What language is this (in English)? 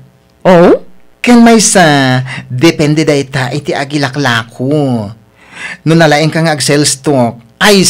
Iloko